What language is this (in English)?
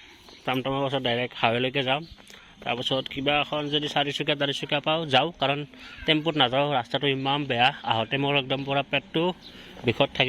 Assamese